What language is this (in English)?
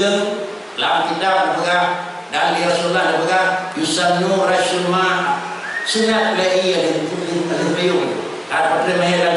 Malay